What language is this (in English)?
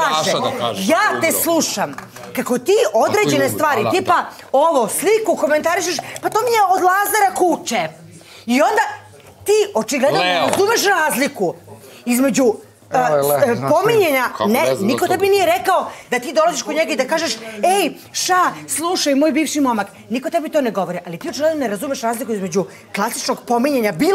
Serbian